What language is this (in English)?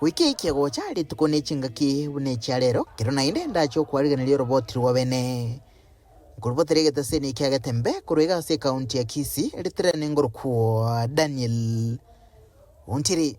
Gusii